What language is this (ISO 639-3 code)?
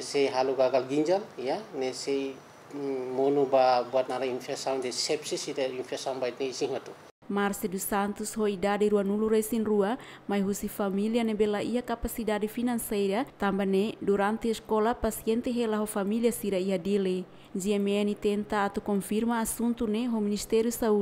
tet